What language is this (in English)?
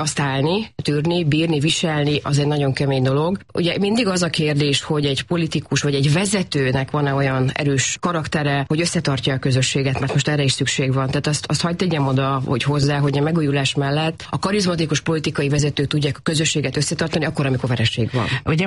Hungarian